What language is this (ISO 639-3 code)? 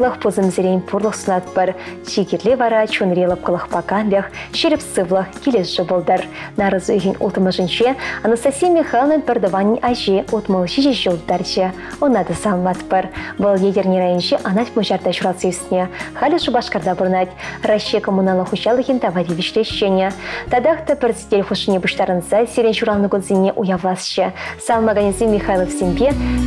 chv